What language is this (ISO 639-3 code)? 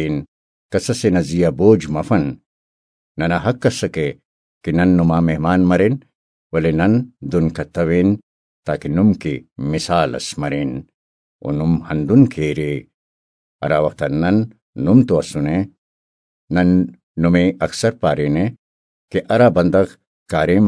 brh